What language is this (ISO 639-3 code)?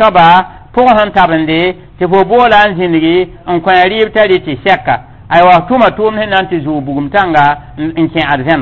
mos